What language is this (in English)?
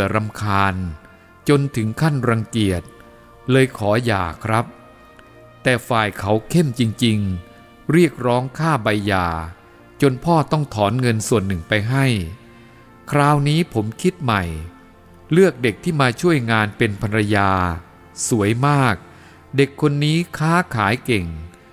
Thai